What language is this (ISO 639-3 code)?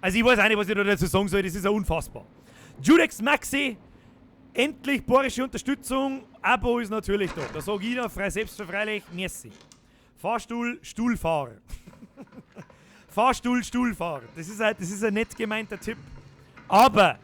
bar